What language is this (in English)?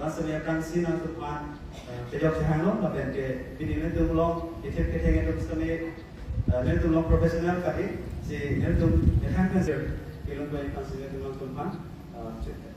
Karbi